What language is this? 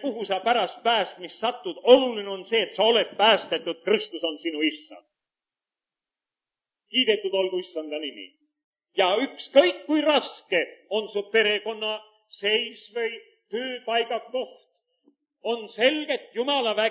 Estonian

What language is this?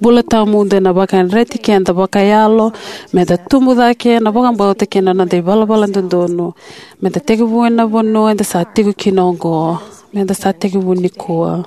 Fijian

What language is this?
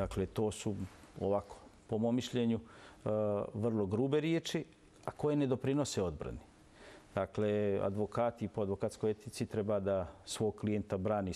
Bosnian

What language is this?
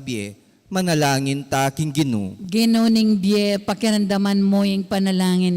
Pampanga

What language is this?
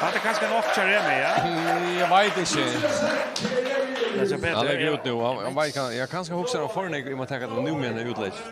Faroese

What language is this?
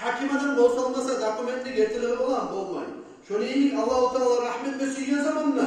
Kumyk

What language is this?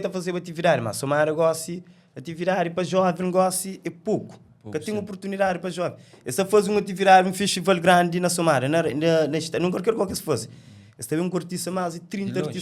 Kabuverdianu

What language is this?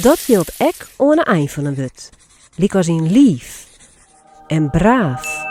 Western Frisian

